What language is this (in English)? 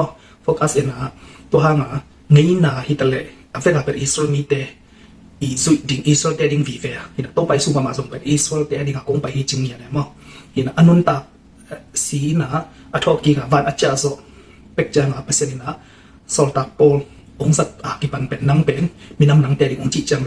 Tedim Chin